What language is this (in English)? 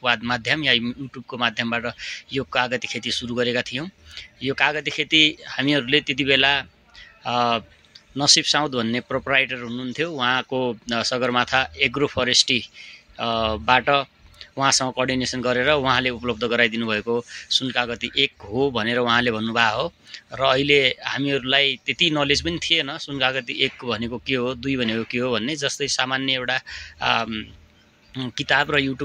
Nepali